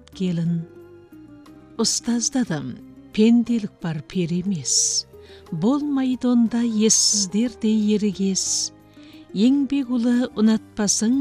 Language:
Kazakh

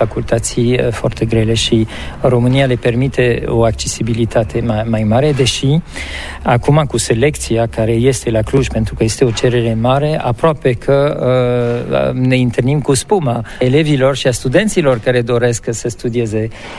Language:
Romanian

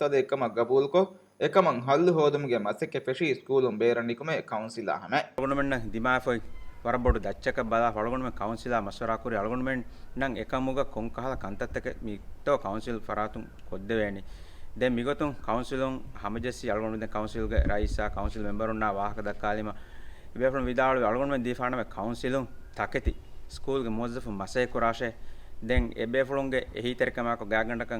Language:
Divehi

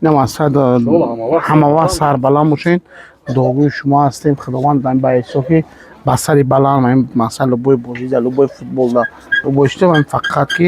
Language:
Tajik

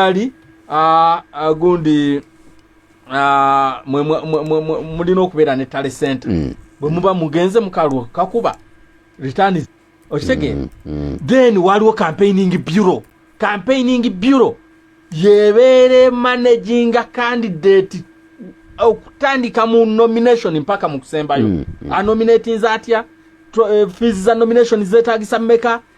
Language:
Ganda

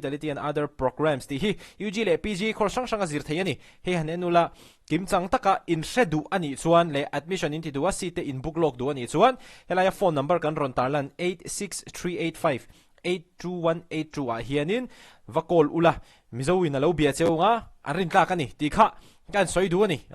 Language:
Mizo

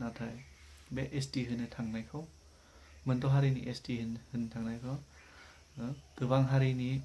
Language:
Bodo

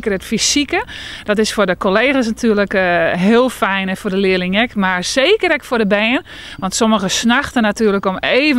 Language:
Western Frisian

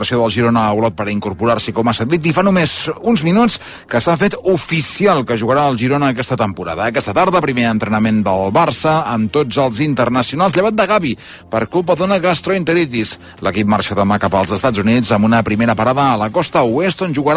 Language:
Catalan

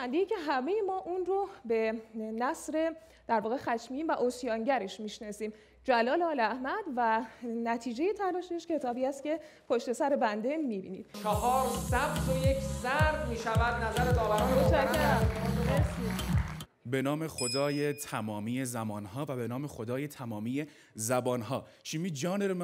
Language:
Persian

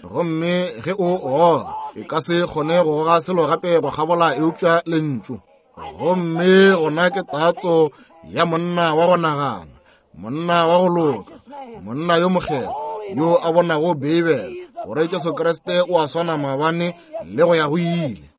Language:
Northern Sotho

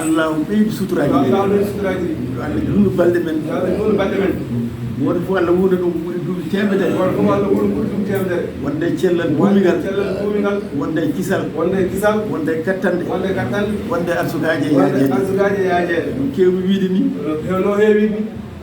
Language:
Fula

